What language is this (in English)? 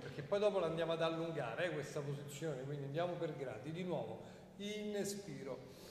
Italian